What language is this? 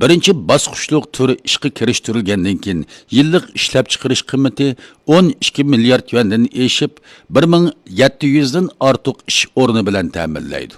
Uyghur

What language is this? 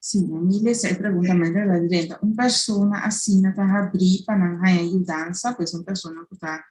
Papiamento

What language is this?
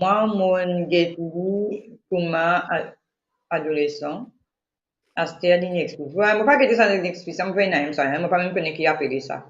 Morisyen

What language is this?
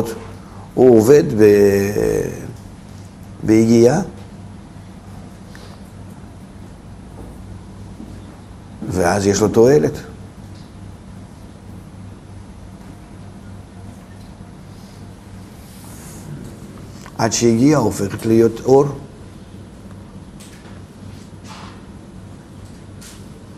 Hebrew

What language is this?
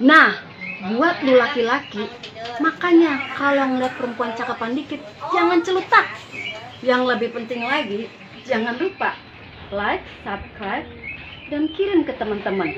Betawi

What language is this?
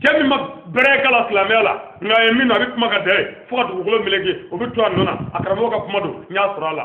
Bambara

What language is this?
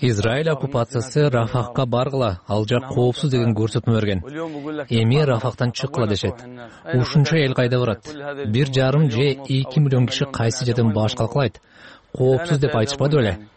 Kyrgyz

